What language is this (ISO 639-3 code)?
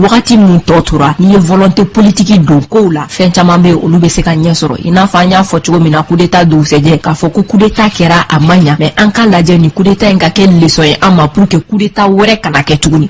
bam